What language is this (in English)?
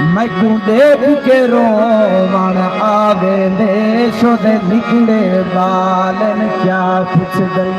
Saraiki